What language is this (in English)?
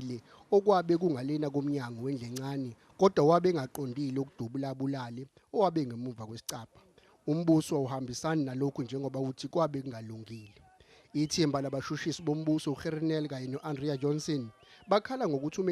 Zulu